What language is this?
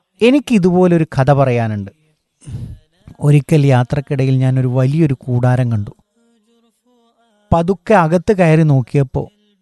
Malayalam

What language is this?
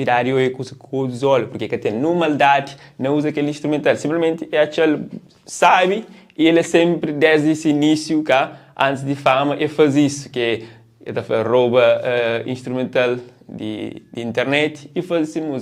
Kabuverdianu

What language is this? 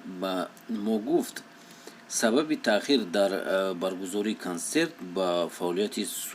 Tajik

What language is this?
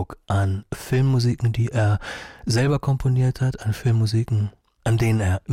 German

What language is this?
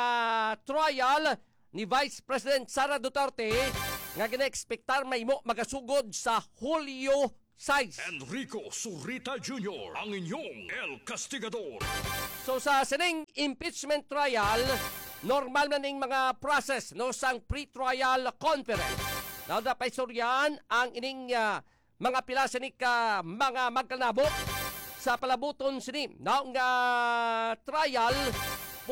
Hiligaynon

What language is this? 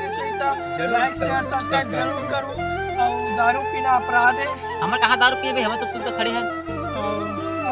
Chhattisgarhi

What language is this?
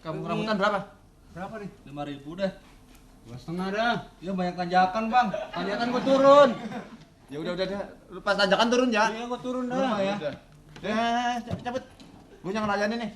Betawi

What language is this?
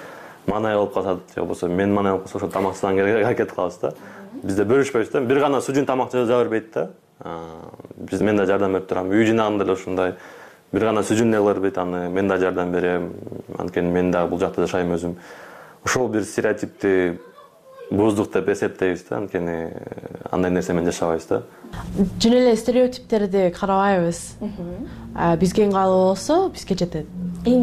Kyrgyz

